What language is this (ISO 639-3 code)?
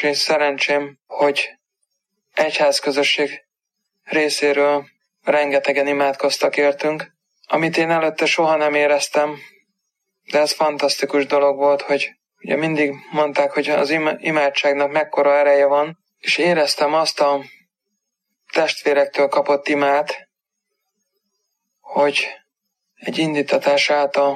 hun